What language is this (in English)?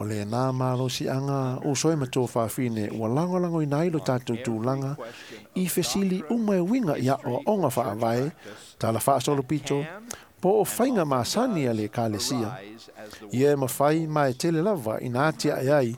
Samoan